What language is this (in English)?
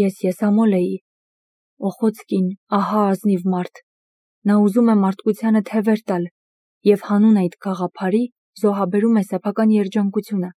Armenian